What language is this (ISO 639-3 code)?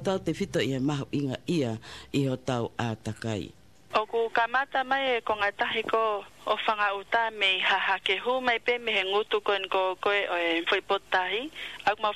ton